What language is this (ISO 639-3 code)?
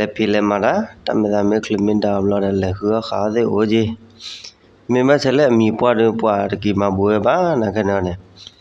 ksw